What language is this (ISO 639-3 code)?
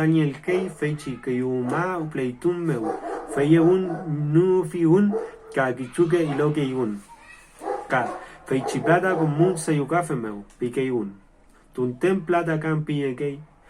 arn